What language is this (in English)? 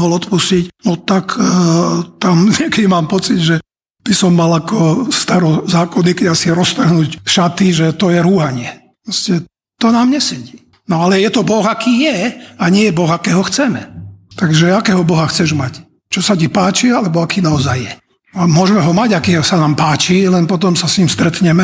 Slovak